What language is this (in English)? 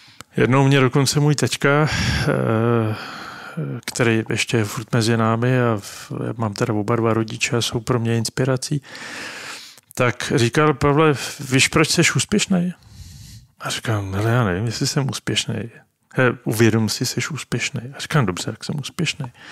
Czech